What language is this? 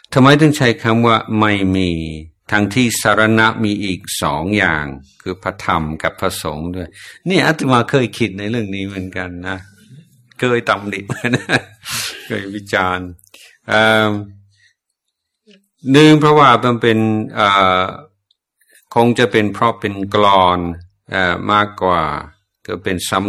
Thai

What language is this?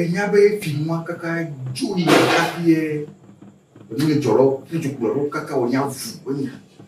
Ewe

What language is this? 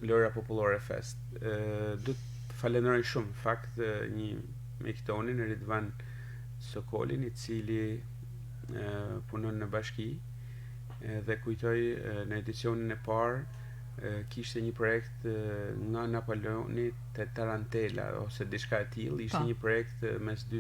Albanian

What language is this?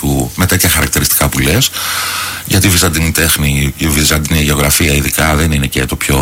Greek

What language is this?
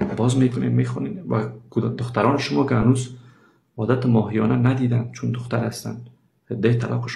Persian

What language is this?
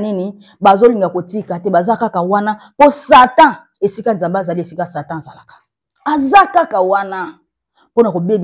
Lingala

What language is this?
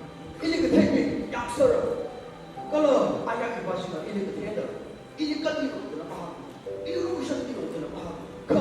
Tangkhul Naga (India)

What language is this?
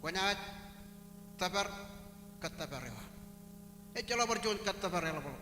Marshallese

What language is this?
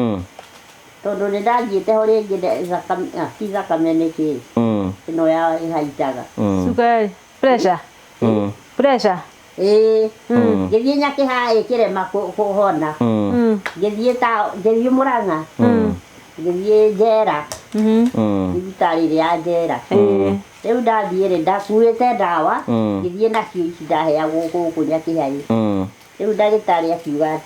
Kikuyu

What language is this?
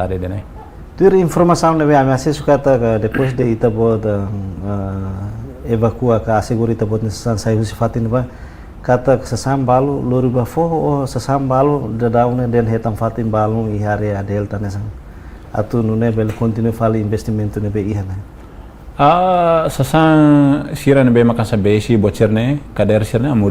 Tetum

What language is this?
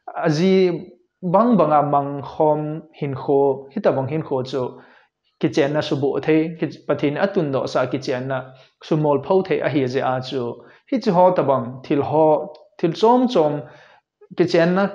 Thado Chin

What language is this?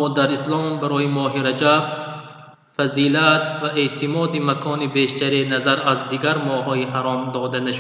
Tajik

